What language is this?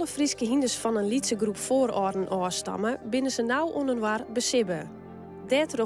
Western Frisian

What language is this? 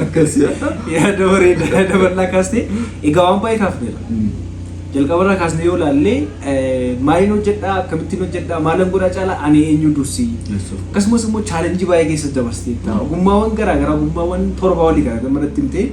Oromo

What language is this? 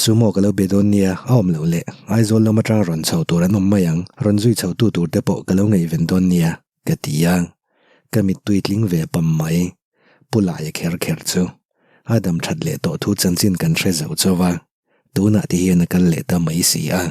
Mizo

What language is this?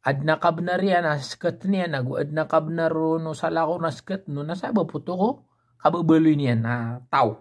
Maranao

